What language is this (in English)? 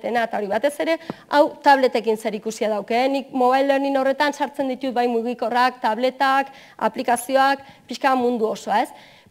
Basque